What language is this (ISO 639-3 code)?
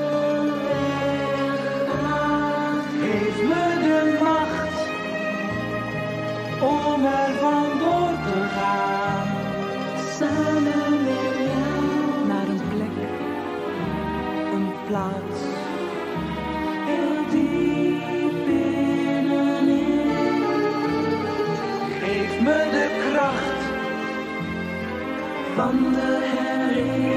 nld